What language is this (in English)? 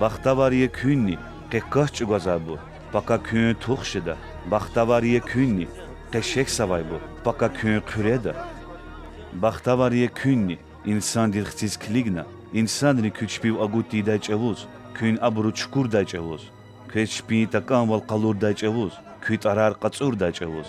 Lezghian